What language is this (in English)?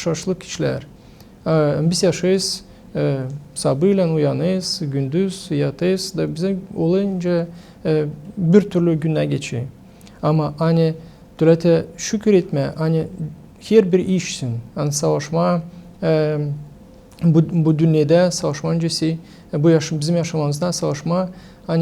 Gagauz